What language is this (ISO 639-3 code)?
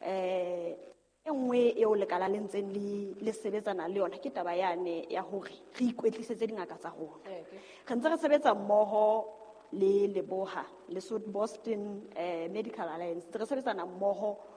sot